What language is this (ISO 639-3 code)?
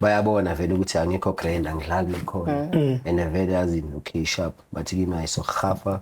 zul